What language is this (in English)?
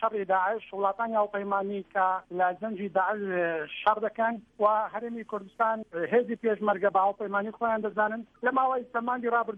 Central Kurdish